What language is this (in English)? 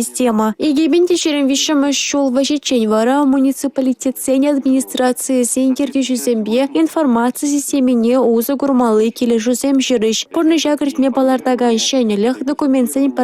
Chuvash